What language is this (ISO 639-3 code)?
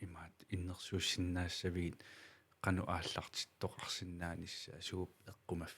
kal